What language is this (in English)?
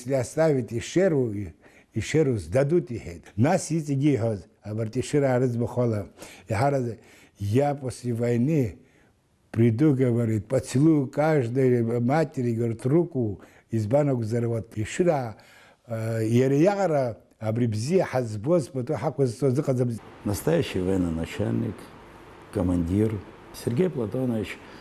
Abkhazian